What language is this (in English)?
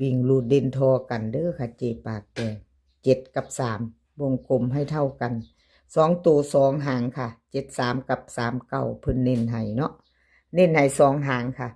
Northeastern Thai